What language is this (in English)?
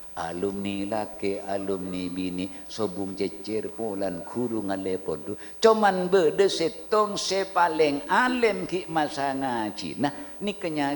Madurese